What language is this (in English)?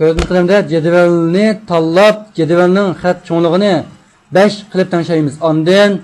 Uyghur